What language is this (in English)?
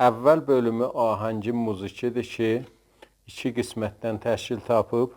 South Azerbaijani